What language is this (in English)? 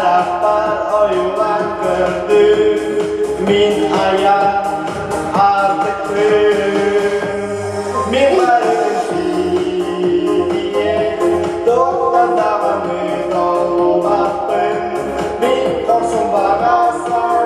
Yakut